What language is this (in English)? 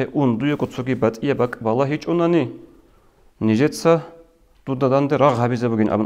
Avaric